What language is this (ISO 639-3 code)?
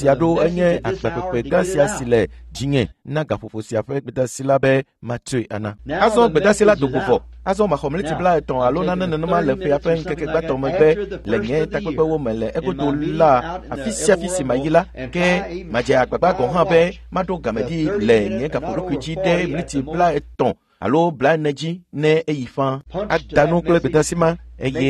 ewe